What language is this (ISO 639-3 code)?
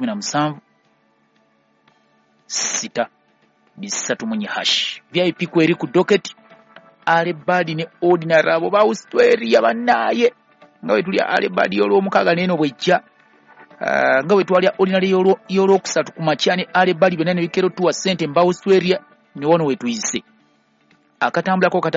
lug